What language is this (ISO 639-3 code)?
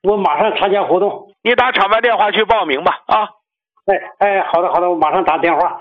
zho